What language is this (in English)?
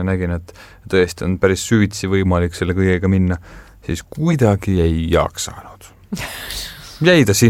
Estonian